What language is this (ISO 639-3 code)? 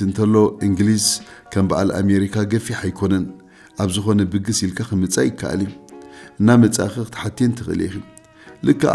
tir